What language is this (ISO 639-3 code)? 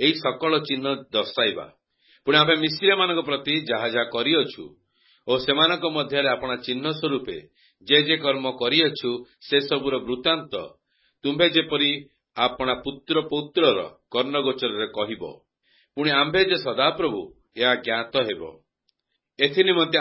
ori